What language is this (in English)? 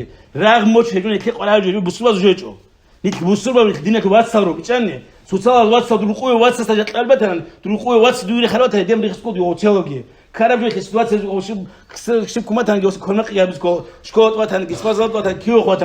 Avaric